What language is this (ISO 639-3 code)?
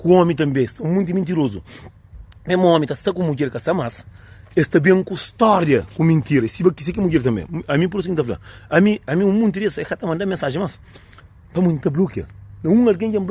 kea